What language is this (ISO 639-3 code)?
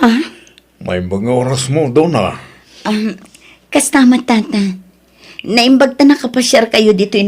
ilo